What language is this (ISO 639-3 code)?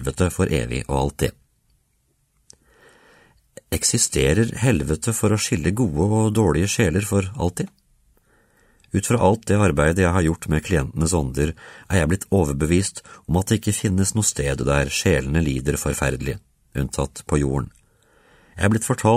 nor